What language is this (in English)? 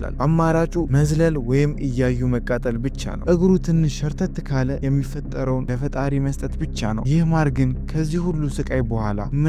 Amharic